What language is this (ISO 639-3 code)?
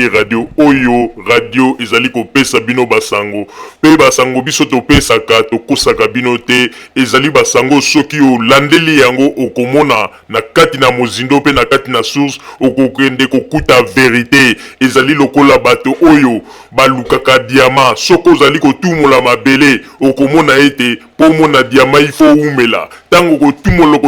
lin